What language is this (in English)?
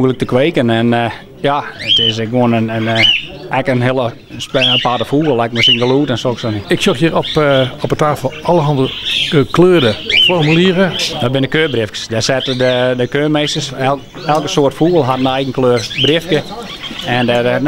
Western Frisian